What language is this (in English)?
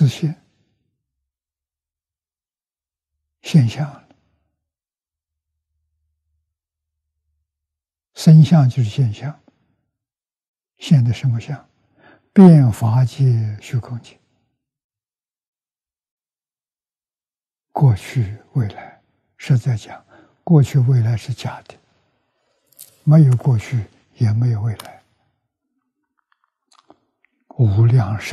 Chinese